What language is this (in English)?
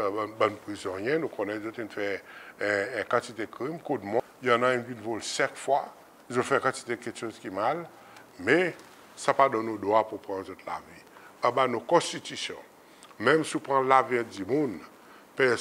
Seselwa Creole French